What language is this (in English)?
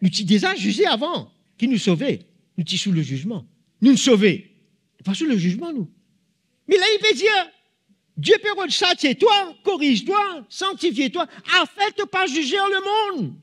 Morisyen